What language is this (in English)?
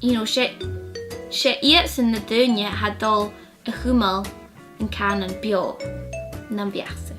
Scottish Gaelic